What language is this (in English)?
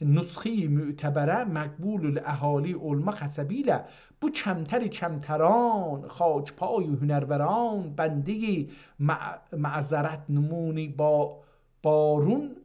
South Azerbaijani